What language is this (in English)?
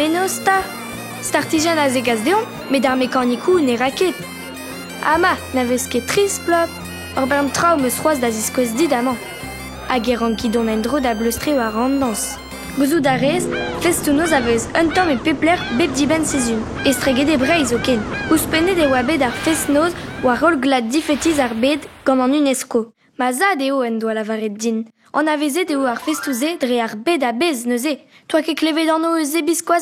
Breton